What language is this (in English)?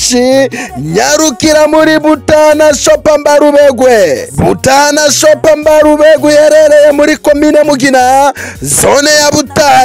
Rundi